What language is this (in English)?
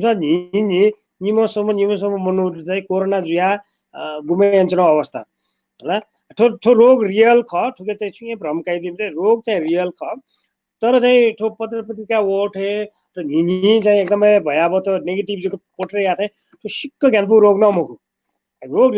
Newari